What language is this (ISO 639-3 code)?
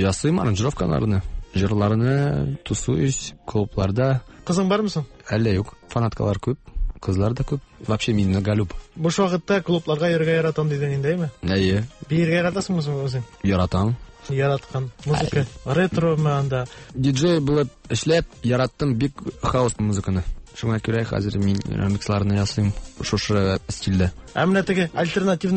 tat